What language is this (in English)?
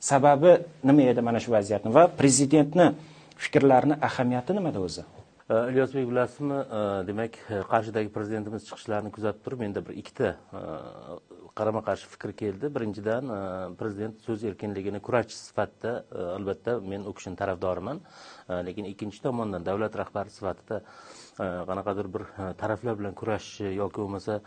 Uzbek